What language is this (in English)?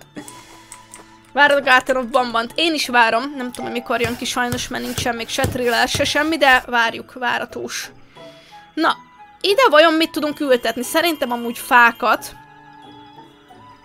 Hungarian